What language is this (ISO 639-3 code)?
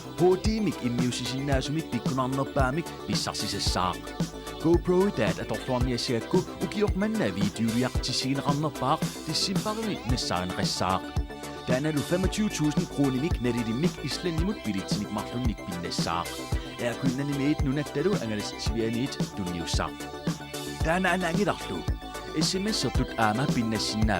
kal